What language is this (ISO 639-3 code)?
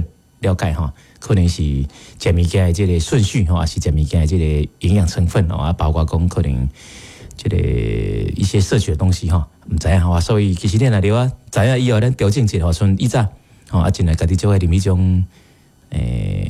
nan